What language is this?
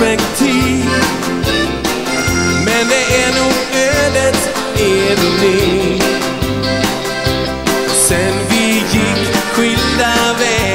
Swedish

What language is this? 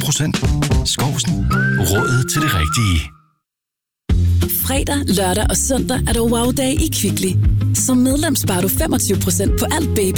Danish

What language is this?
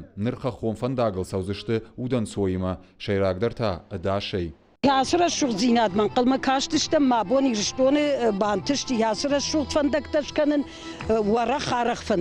Ossetic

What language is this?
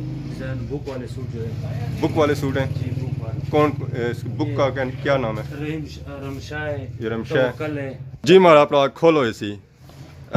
Pahari-Potwari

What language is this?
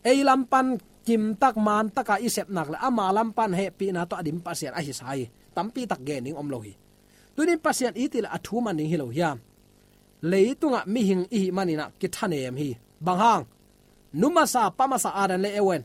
Tedim Chin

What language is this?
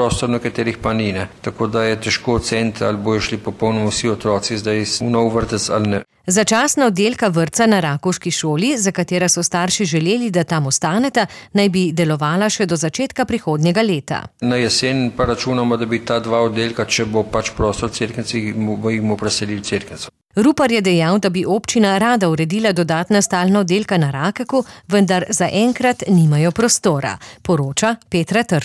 Slovenian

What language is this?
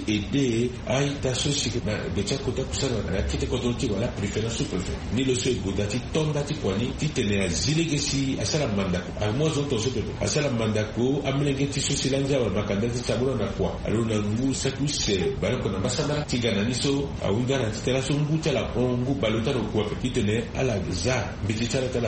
Sango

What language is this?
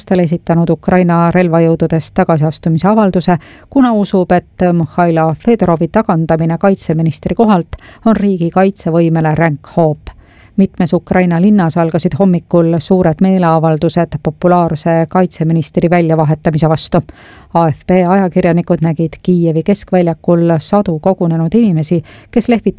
Estonian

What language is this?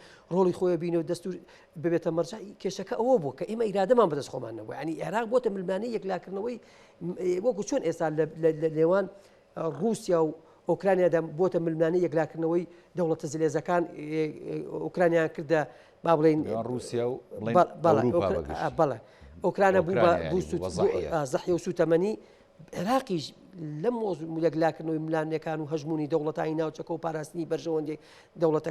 Central Kurdish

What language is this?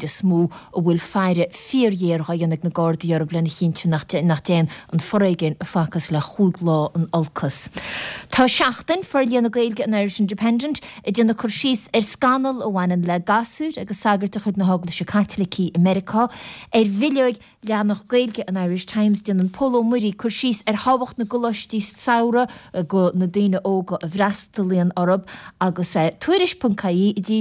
Irish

